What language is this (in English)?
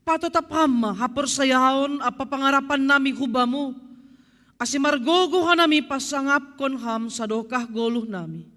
Batak Simalungun